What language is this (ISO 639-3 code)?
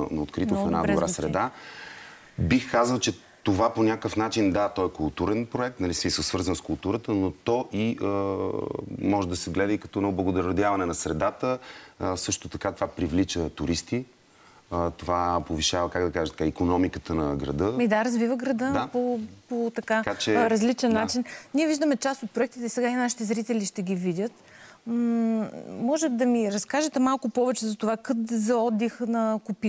bul